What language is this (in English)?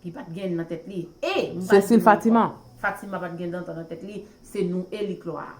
Haitian Creole